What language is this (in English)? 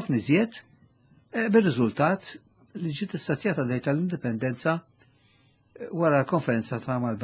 Maltese